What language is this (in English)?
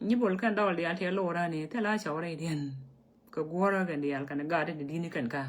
Nuer